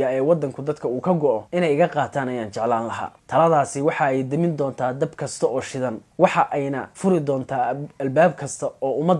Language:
Somali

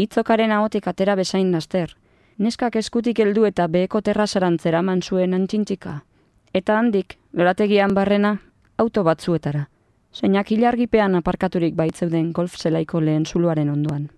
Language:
Basque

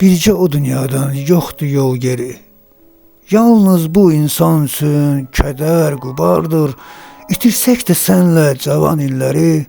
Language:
Azerbaijani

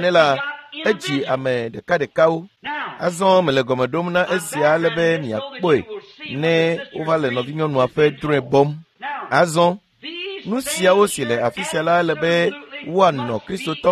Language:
Ewe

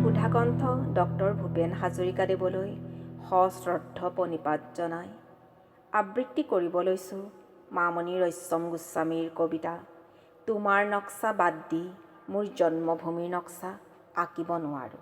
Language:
Assamese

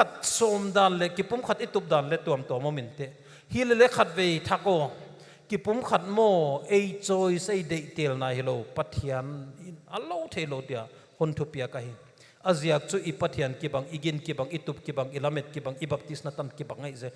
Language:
Paite Chin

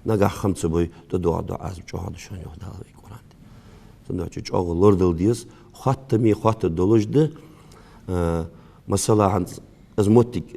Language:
Ingush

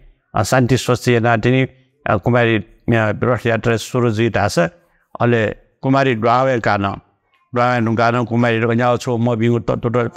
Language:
Newari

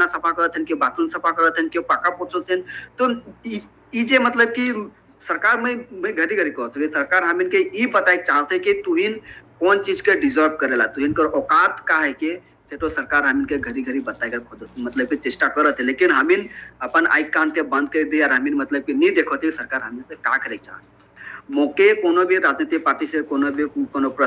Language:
Sadri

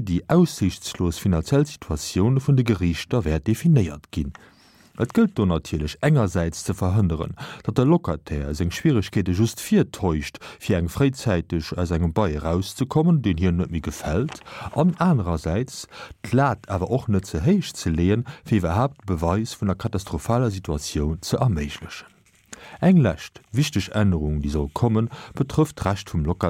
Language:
Luxembourgish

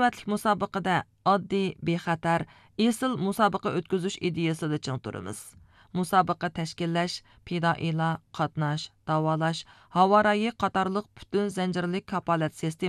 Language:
Uyghur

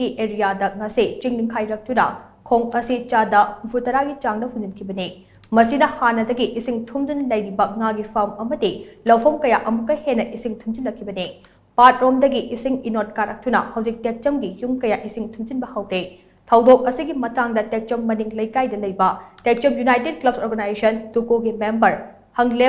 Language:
Manipuri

